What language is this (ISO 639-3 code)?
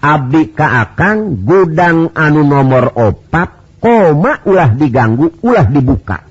sun